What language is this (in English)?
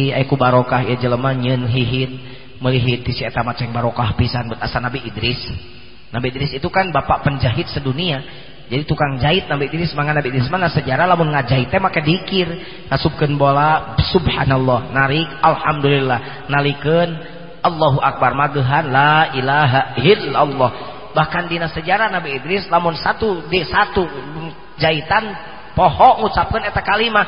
Sundanese